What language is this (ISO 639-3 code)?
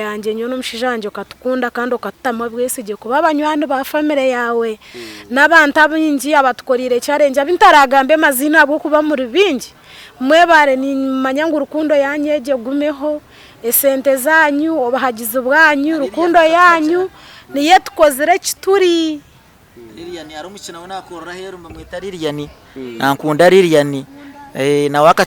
nyn